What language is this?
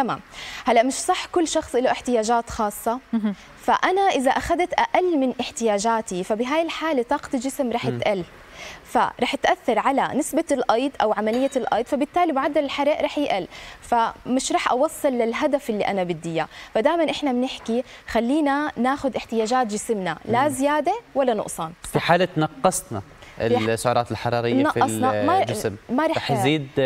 South Levantine Arabic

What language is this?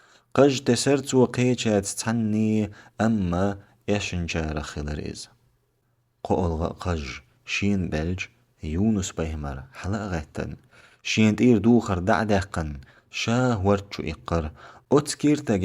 Chechen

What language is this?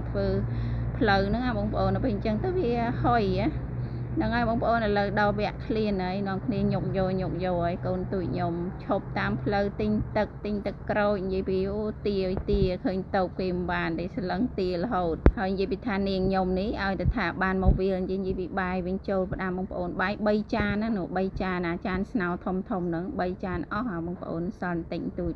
Khmer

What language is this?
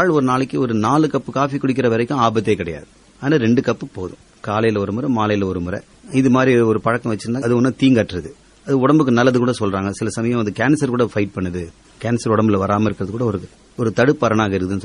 Tamil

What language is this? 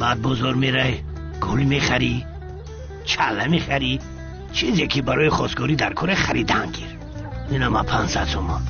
Tajik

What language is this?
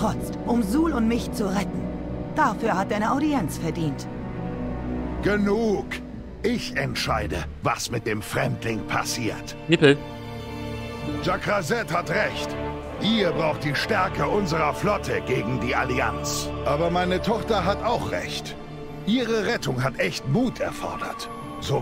German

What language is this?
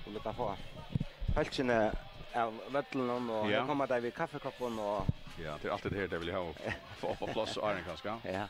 Faroese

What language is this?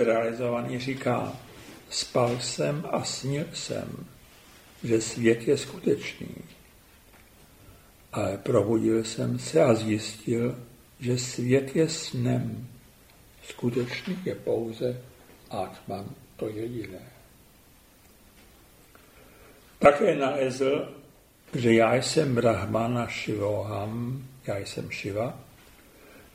Czech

